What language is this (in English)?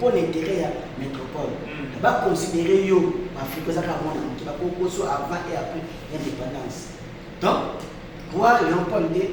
Lingala